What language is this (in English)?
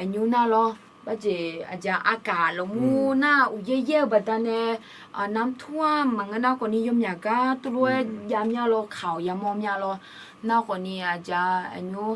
Akha